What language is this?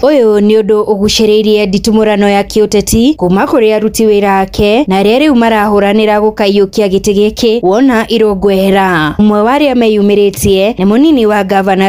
Kikuyu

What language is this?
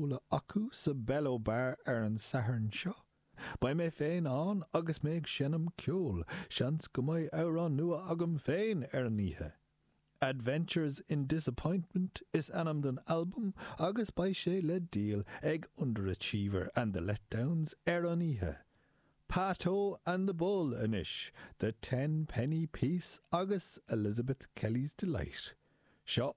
Irish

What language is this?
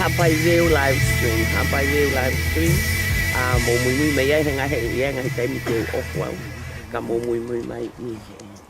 Tongan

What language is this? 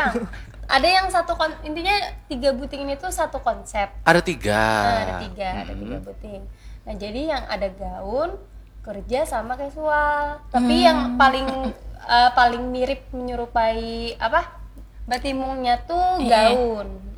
Banjar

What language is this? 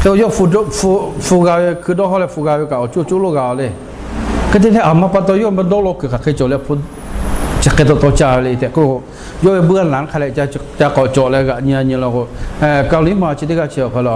Lahu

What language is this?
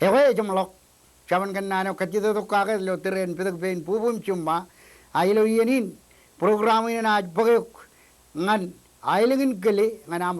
Marshallese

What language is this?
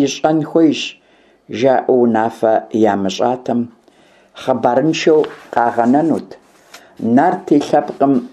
Kabardian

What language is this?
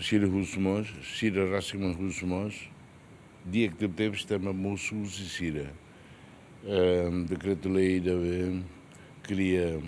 Tetum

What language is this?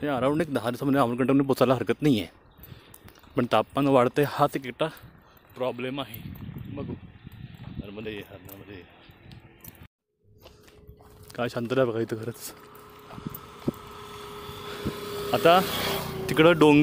Marathi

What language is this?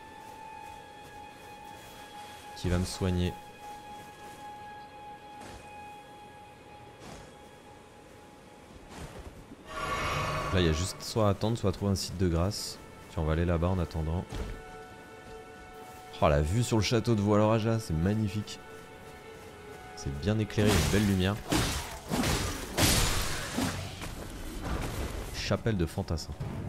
French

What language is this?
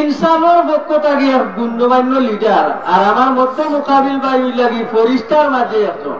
Sylheti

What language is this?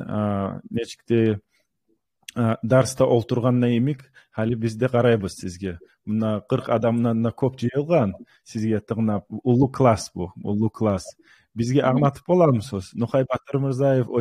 Kumyk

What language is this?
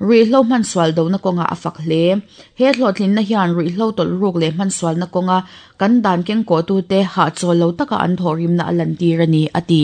Mizo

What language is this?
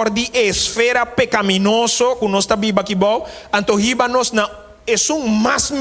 Papiamento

